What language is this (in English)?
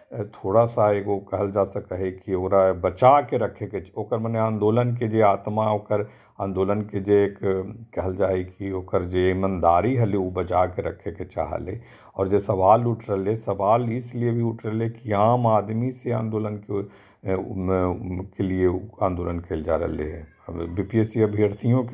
Magahi